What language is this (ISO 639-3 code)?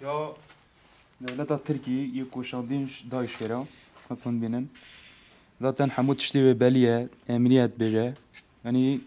kur